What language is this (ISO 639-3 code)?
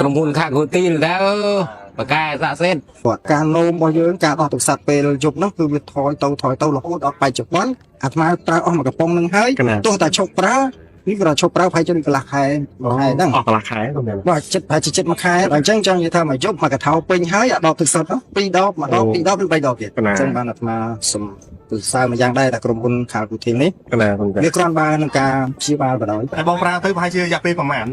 khm